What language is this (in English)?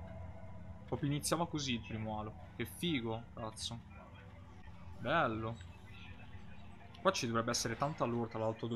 Italian